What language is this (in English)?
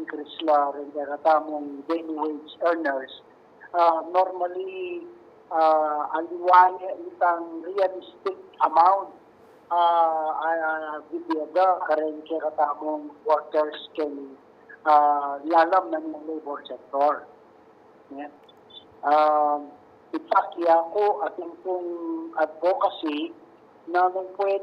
Pampanga